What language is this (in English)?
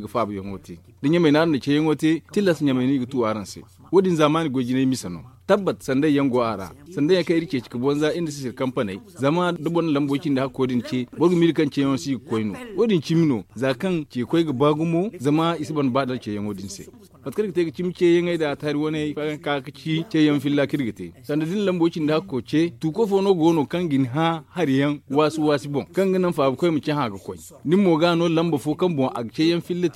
Zarma